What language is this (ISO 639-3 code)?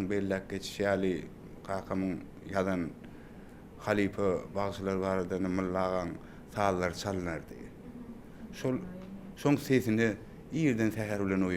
tuk